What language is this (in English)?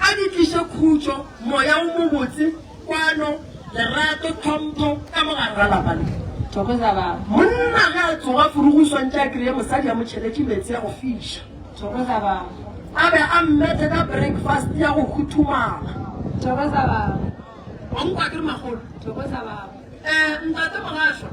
Northern Sotho